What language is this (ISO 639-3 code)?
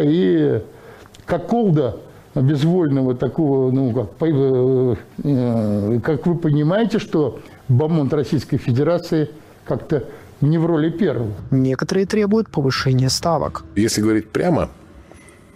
rus